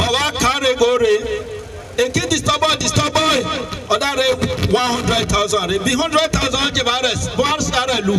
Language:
Nigerian Pidgin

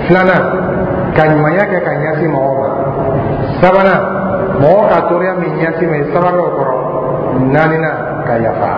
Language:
Dyula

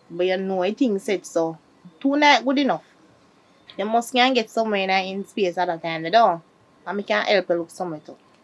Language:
Jamaican Creole English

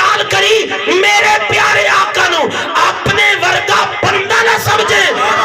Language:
Saraiki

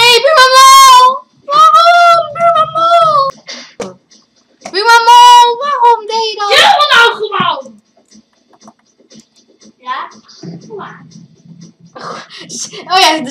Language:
Dutch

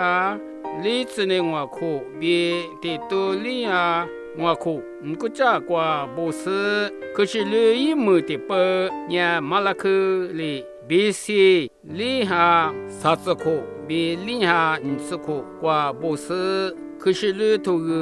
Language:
Lisu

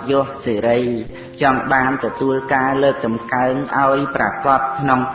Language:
Khmer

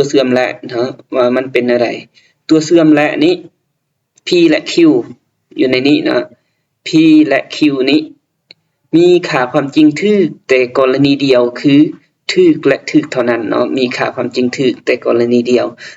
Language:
Lao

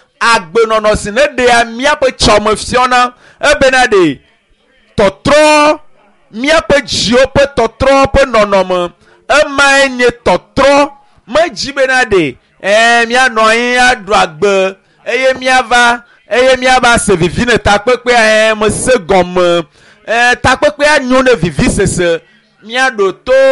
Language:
Ewe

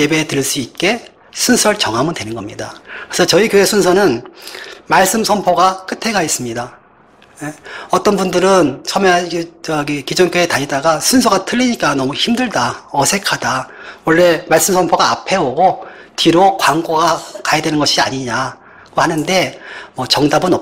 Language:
Korean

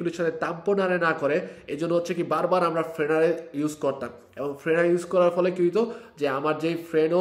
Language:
Bangla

